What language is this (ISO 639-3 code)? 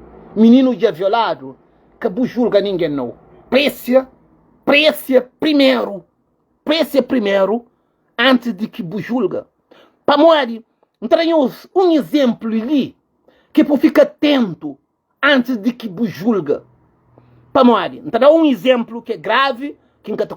kea